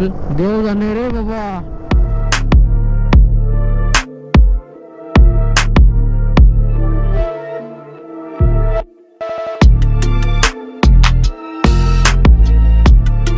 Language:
Marathi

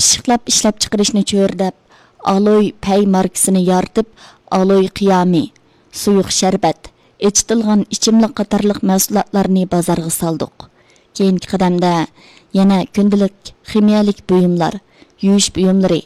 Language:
Uyghur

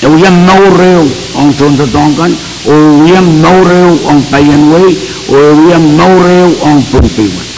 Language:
Pohnpeian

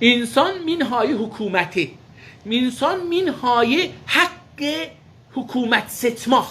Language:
South Azerbaijani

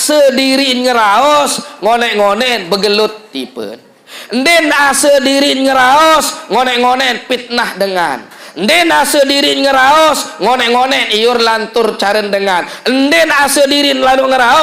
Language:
Sasak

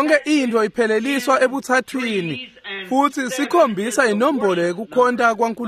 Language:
Swati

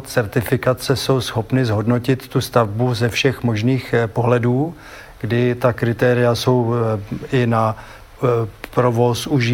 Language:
Czech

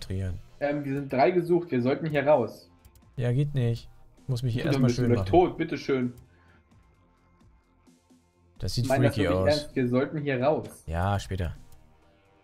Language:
German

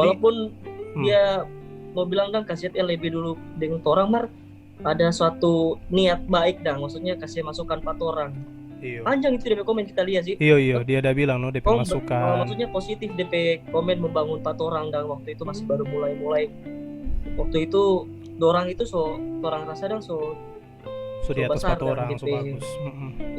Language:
Manado Malay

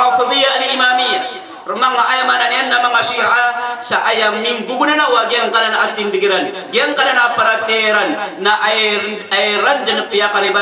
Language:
Maranao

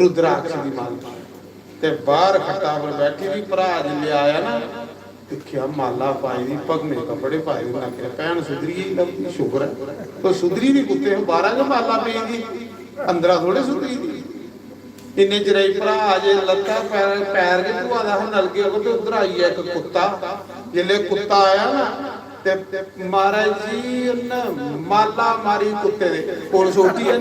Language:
Dogri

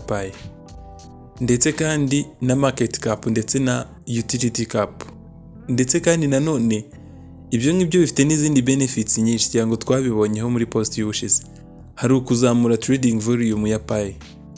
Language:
Kinyarwanda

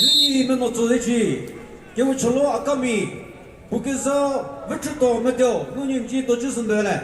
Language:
Chokri Naga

